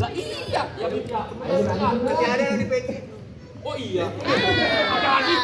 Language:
Betawi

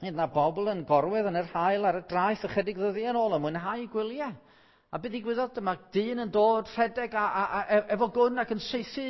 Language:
Welsh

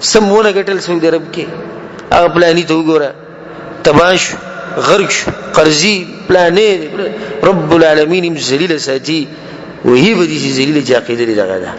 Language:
Pashto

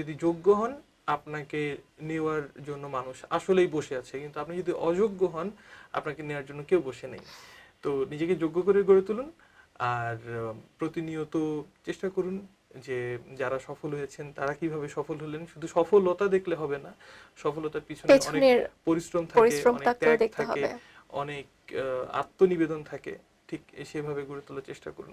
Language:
Bangla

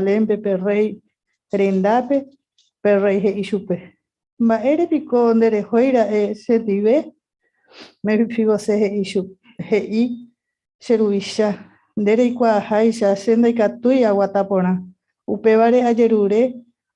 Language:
Guarani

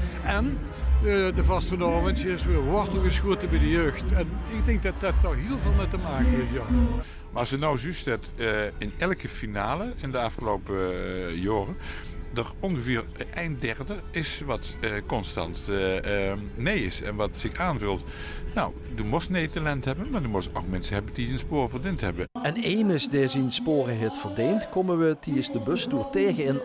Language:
Limburgish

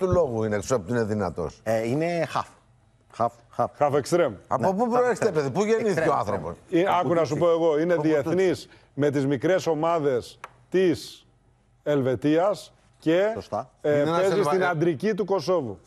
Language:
Greek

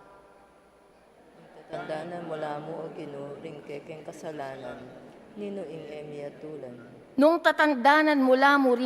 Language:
Pampanga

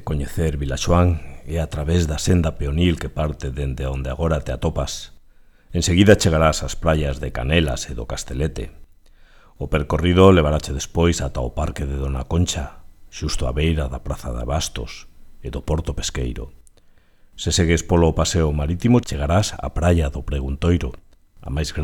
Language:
Galician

